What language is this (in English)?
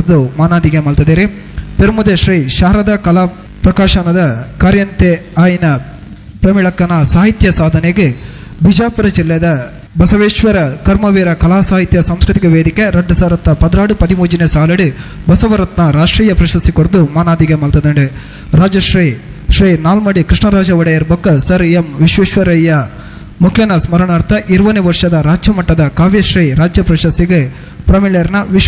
Tulu